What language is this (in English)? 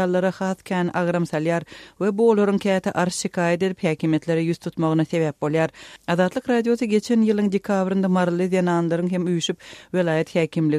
Turkmen